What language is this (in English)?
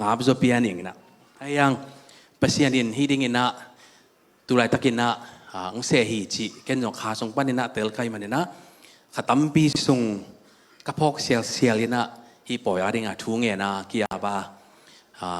Tedim Chin